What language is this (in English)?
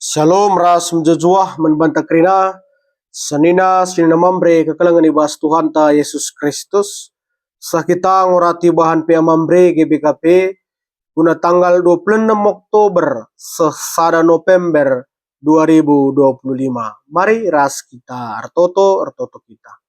Batak Karo